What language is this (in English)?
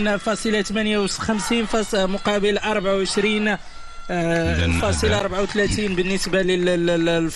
Arabic